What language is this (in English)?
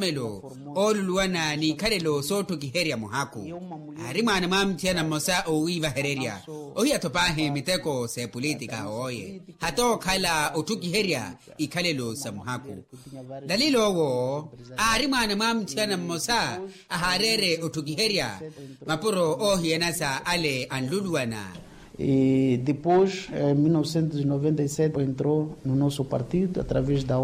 Makhuwa